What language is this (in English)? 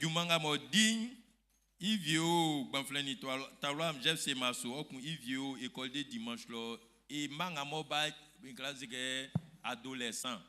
Baoulé